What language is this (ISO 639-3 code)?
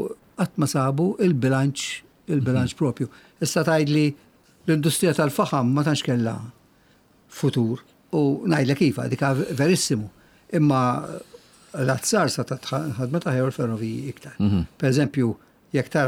mlt